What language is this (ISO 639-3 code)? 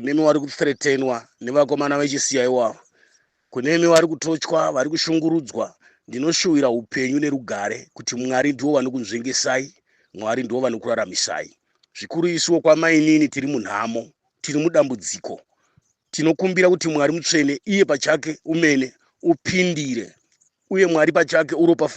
sna